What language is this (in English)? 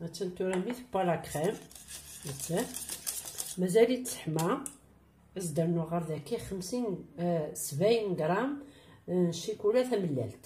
Kabyle